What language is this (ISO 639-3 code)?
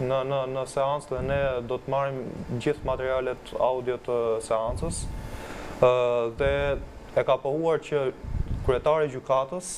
sqi